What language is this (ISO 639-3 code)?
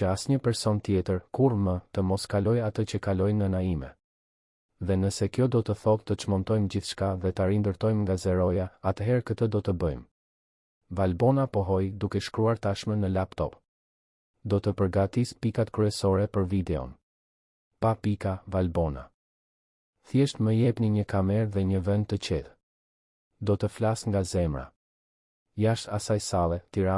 sqi